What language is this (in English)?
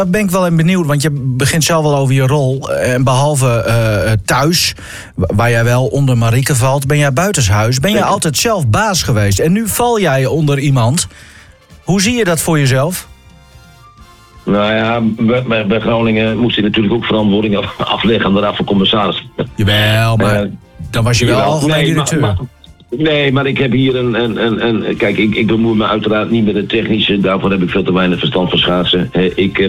Dutch